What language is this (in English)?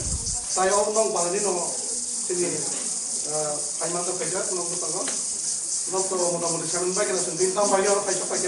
Kok Borok